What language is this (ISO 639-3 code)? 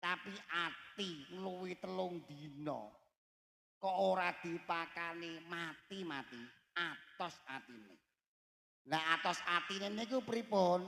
jav